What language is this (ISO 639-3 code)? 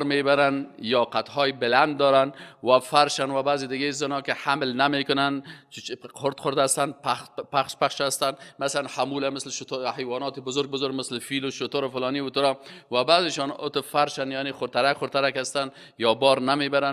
fas